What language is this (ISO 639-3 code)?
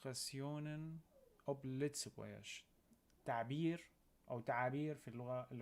apc